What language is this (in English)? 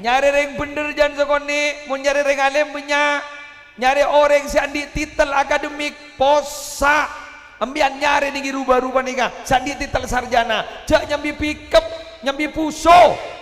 Madurese